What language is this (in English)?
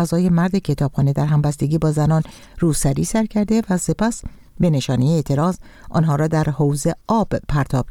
Persian